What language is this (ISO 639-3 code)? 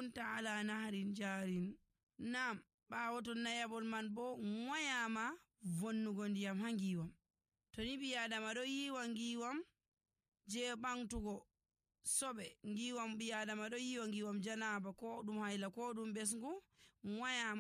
fuv